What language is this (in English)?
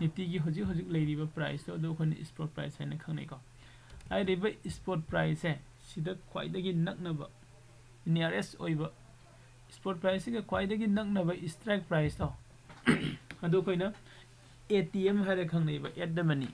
Manipuri